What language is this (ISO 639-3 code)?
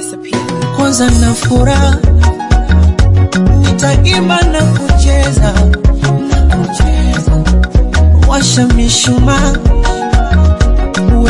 swa